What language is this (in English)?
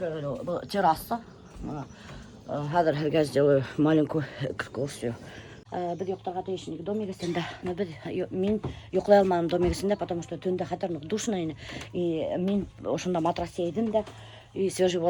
Bashkir